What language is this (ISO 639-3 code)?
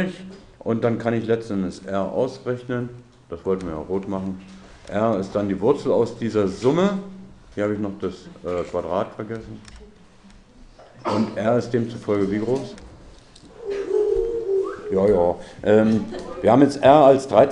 deu